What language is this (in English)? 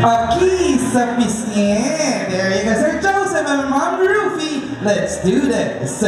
Iloko